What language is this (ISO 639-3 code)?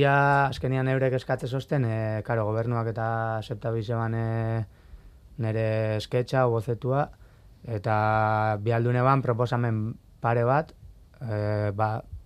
eus